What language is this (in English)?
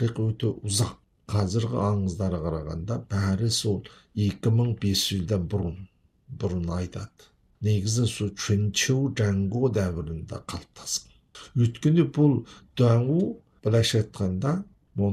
Kazakh